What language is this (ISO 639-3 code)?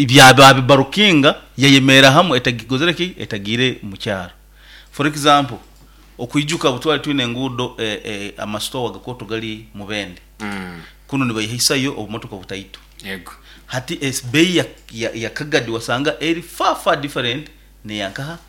nyo